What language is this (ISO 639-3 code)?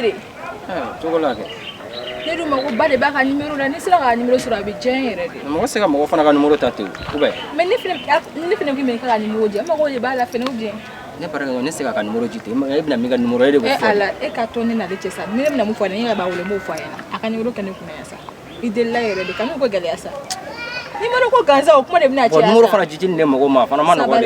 bam